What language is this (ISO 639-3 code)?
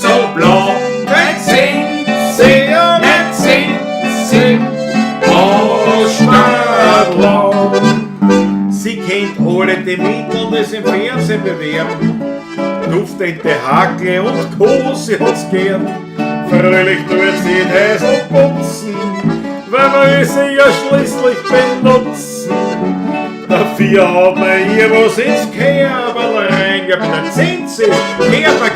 bar